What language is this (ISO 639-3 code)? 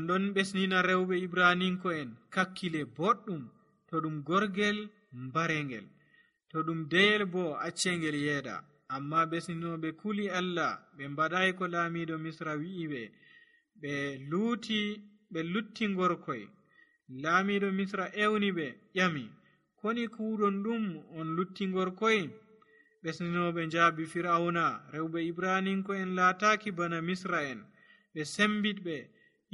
fuv